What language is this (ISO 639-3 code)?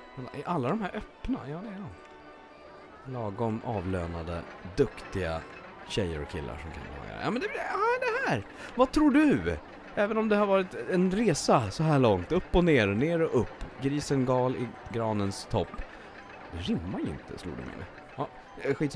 swe